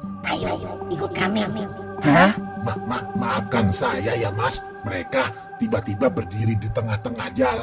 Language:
Betawi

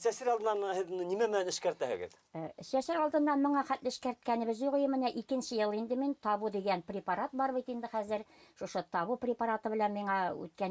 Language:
Bashkir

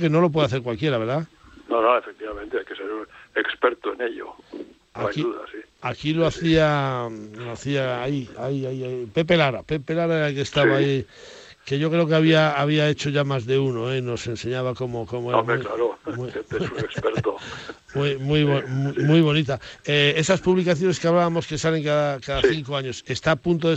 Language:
Spanish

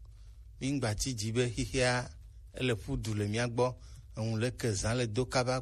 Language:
Gen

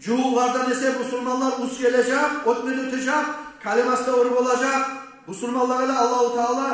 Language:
Kumyk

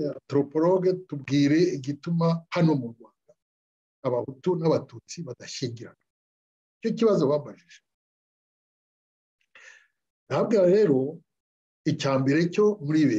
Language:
Kinyarwanda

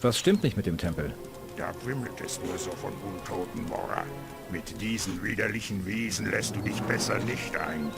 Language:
Bavarian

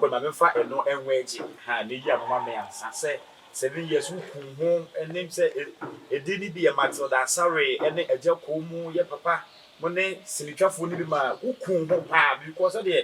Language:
Akan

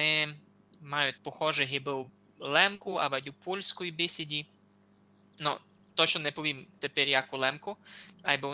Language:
Rusyn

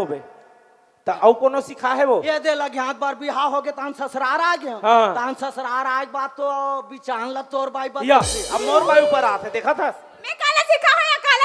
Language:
Chhattisgarhi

